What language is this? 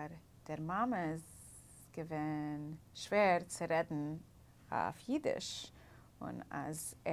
Yiddish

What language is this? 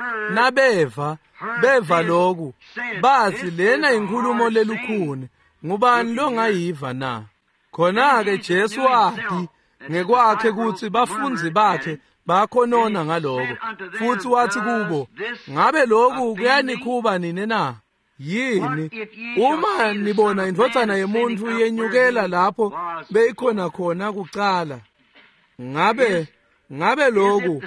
Swati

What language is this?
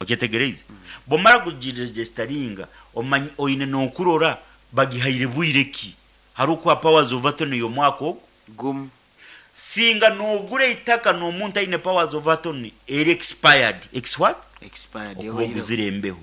Nyoro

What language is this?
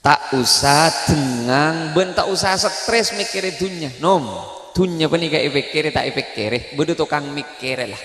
Madurese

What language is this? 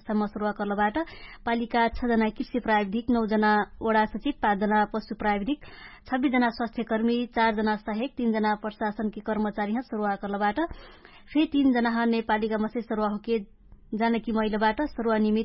Dangaura Tharu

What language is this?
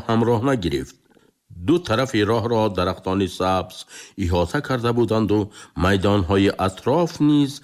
Tajik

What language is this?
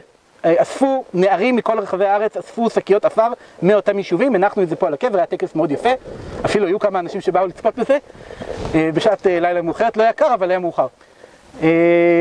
Hebrew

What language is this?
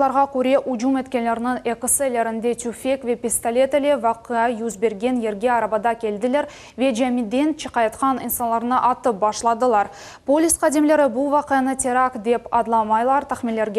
Crimean Tatar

